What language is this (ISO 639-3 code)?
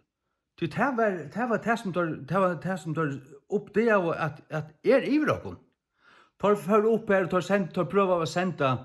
fao